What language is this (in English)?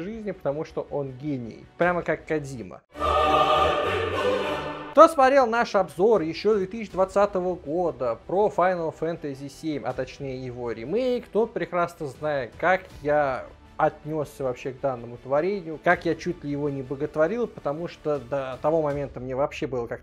Russian